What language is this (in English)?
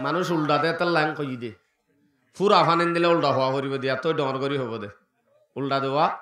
Rohingya